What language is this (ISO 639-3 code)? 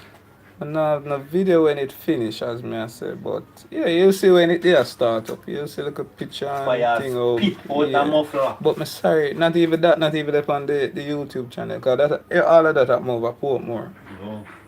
jam